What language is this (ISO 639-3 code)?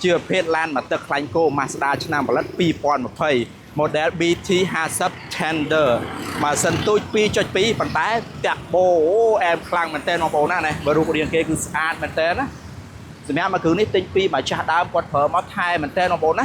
khm